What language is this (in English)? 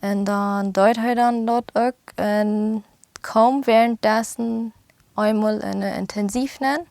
Plautdietsch